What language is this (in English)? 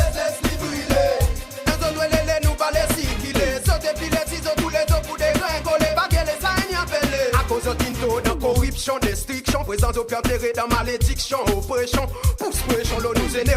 Seselwa Creole French